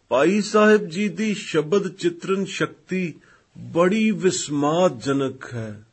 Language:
Punjabi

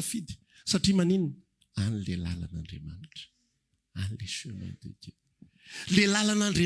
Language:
Malagasy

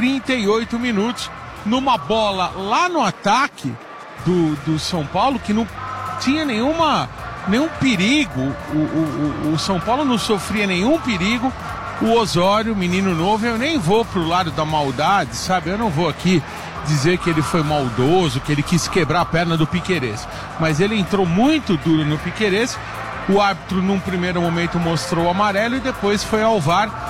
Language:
Portuguese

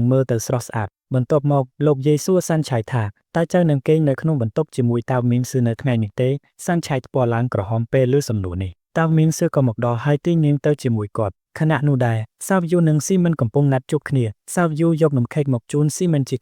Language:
Khmer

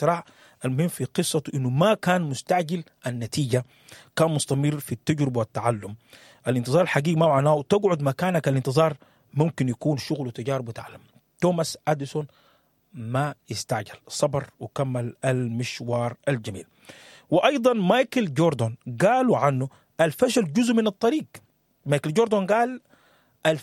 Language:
Sudanese Arabic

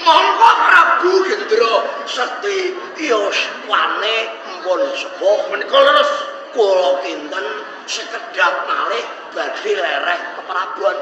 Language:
Javanese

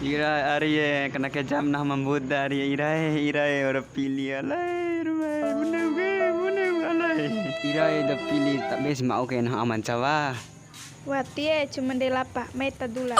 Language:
Bima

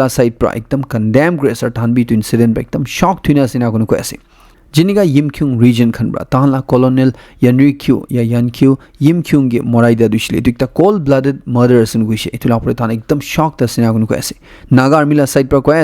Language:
Naga Pidgin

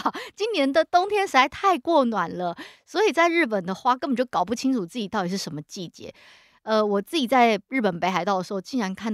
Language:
Chinese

